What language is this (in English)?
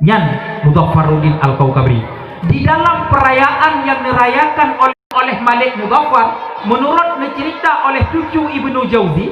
Achinese